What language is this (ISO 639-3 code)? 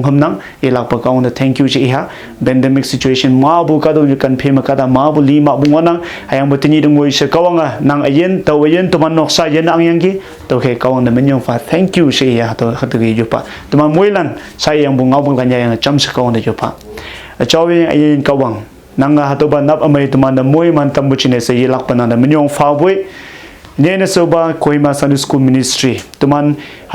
nbe